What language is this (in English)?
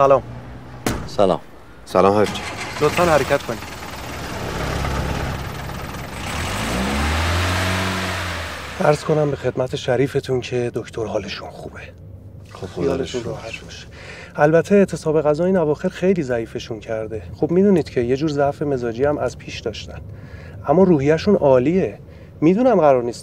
Persian